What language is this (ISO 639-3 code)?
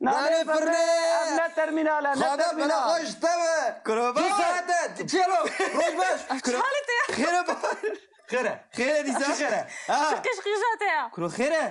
kur